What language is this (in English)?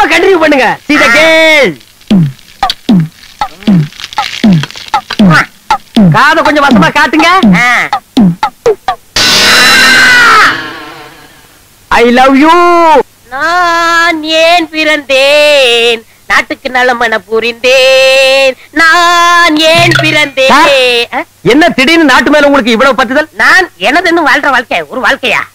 Tamil